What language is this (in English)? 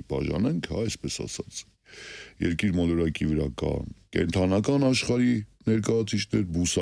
Armenian